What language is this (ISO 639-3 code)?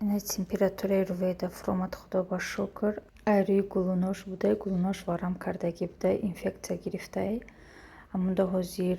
tgk